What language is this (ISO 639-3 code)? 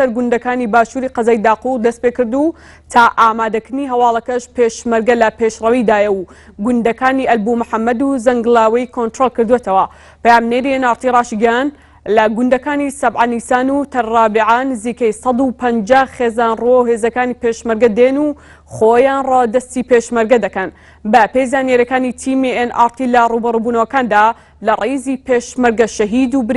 ckb